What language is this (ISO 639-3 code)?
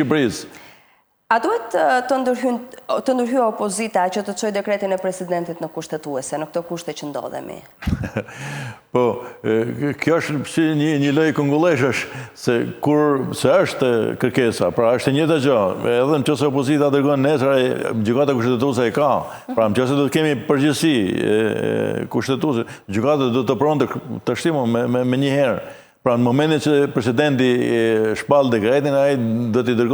sqi